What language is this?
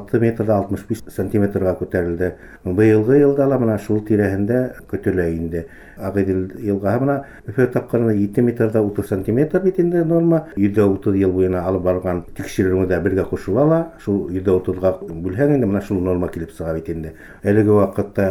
Bashkir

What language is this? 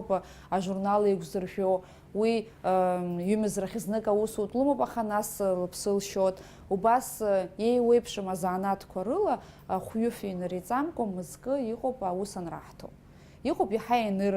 Abkhazian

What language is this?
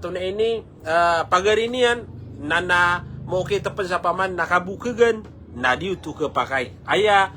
Maranao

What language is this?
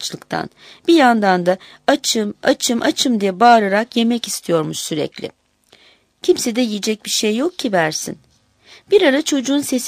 Turkish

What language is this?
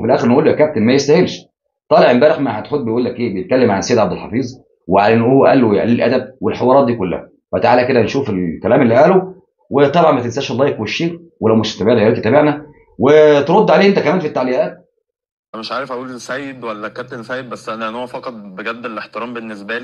Egyptian Arabic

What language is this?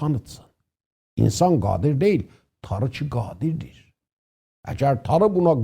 South Azerbaijani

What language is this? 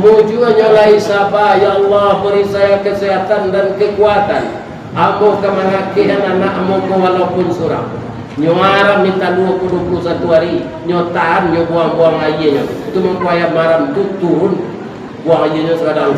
Minangkabau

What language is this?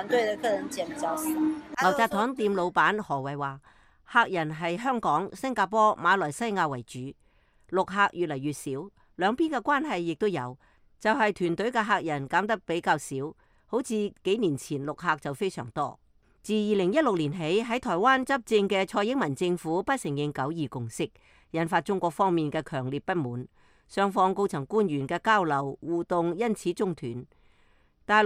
Cantonese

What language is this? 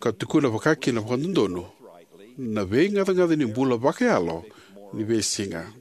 Fijian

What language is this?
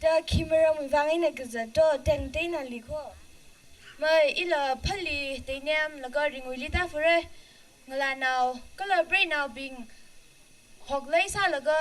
Tangkhul Naga (India)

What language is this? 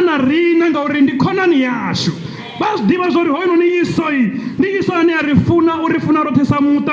Venda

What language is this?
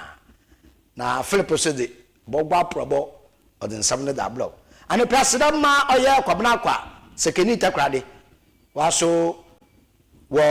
Akan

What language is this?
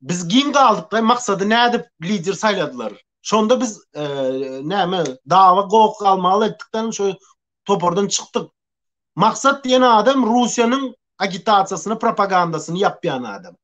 Turkmen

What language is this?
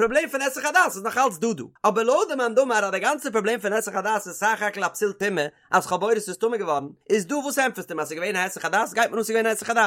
Yiddish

